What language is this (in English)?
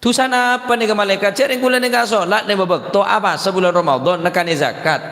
Madurese